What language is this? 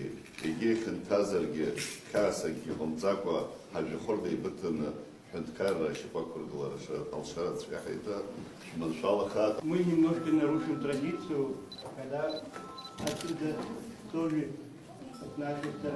Abkhazian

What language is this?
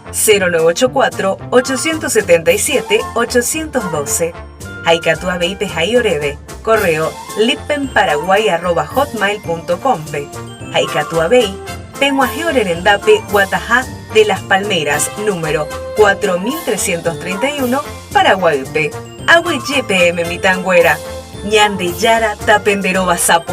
Guarani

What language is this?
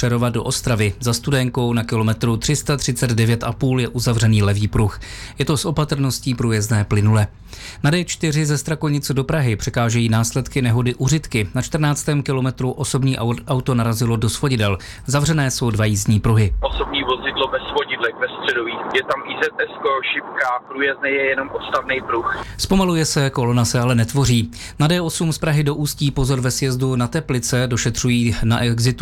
Czech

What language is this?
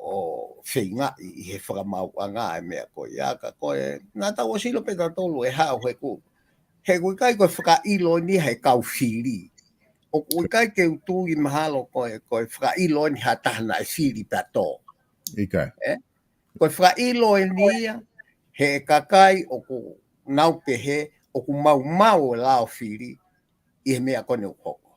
Tongan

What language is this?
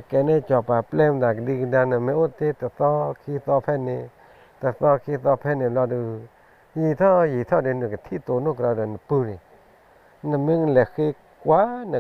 S'gaw Karen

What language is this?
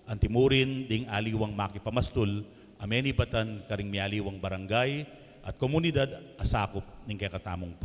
Pampanga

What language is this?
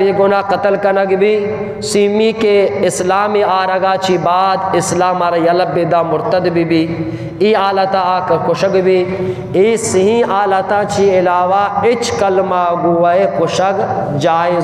Eastern Balochi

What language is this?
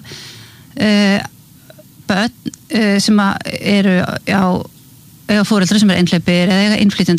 Icelandic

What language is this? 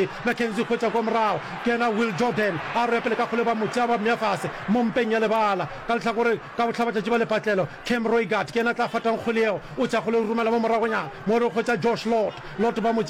Northern Sotho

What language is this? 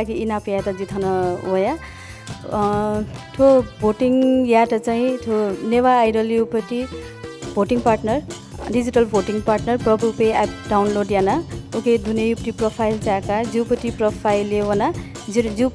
Newari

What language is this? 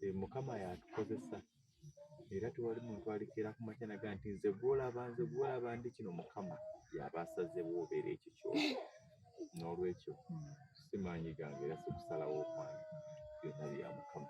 Ganda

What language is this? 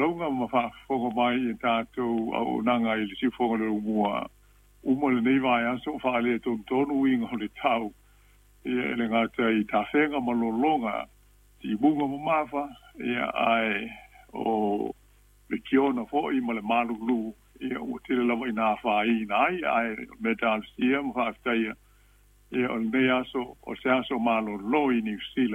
Samoan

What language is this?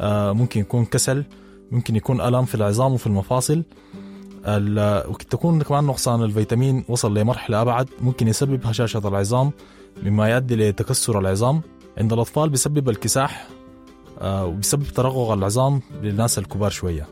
Sudanese Arabic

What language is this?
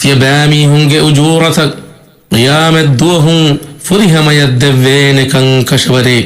Divehi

